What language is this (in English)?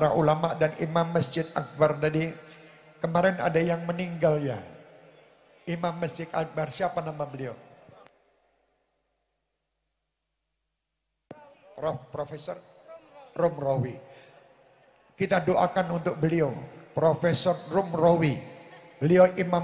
Indonesian